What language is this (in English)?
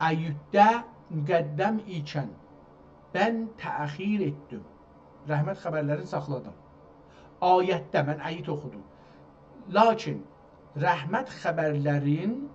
South Azerbaijani